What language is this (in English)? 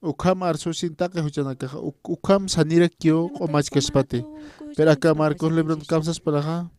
Aymara